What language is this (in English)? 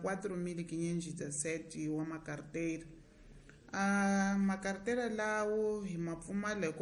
Tsonga